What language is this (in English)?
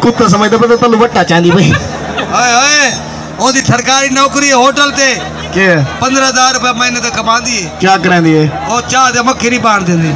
Saraiki